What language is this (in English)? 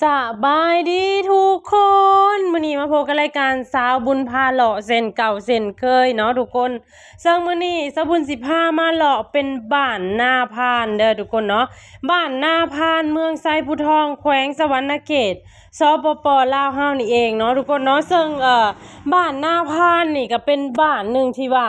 Lao